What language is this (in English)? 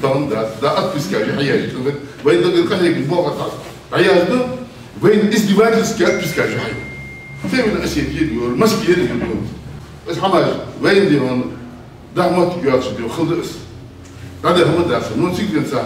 Ingush